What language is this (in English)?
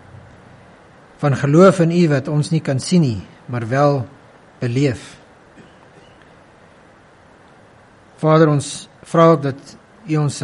Afrikaans